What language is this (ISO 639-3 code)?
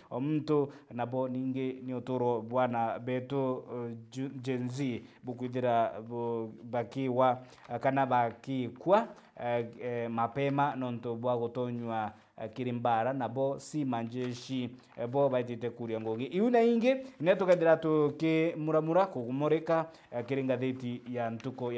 mer